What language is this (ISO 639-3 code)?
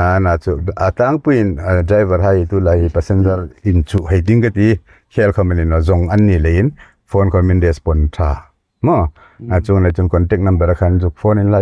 hmr